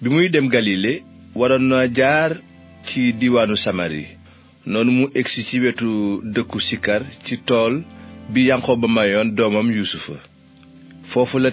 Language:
Wolof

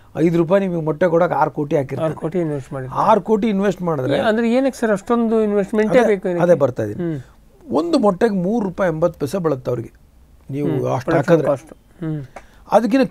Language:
Kannada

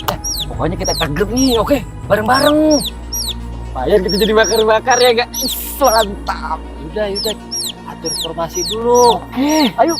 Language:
Betawi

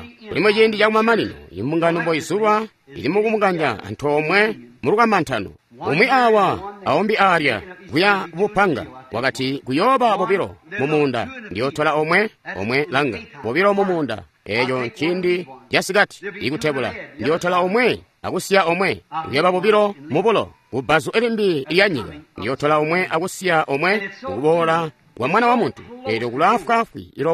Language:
Tonga (Zambia)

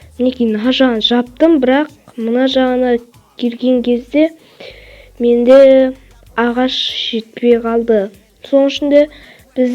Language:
Kazakh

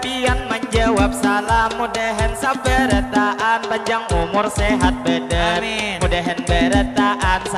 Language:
Banjar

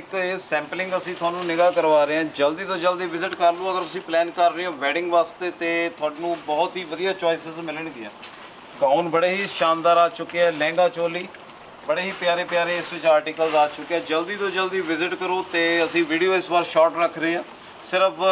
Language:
Hindi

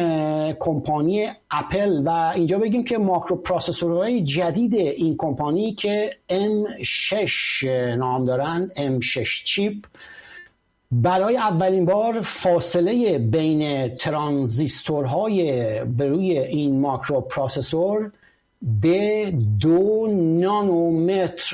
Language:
Persian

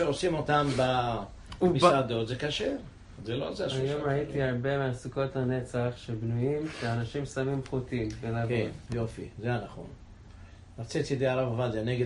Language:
Hebrew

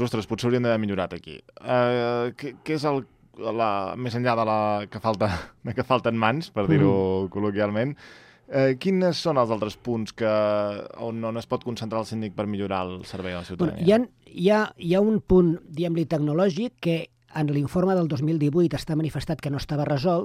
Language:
Catalan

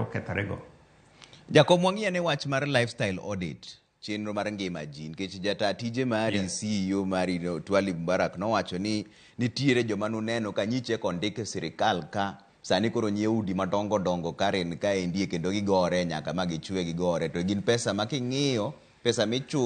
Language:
Luo (Kenya and Tanzania)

